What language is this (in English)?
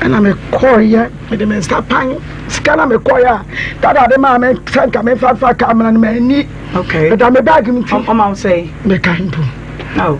Akan